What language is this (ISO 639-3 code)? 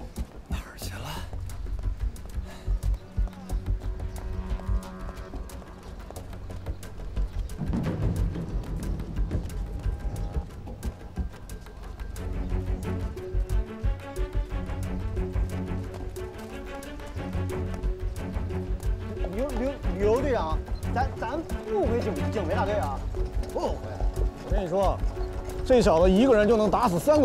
zho